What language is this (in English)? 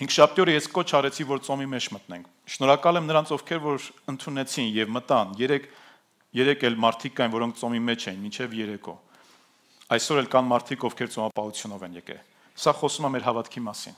Armenian